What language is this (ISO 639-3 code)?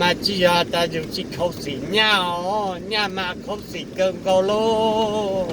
hmn